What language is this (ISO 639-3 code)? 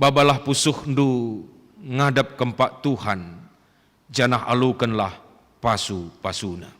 btx